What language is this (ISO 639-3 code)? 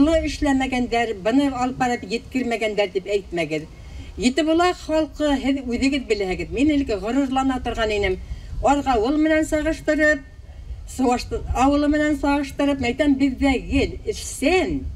bak